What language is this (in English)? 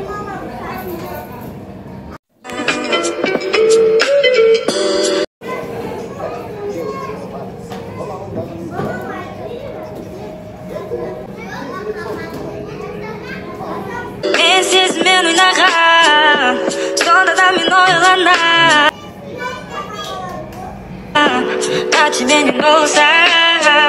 Kazakh